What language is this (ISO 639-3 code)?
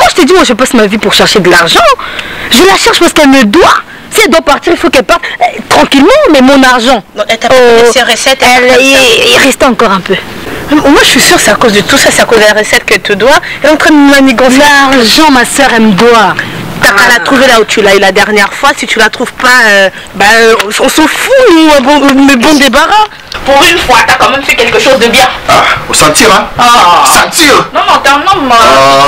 fra